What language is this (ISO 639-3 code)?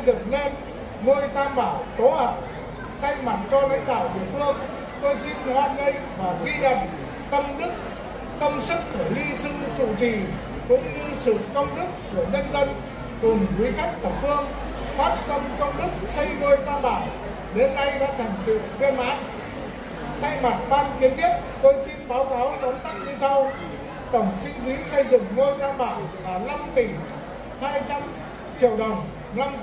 vie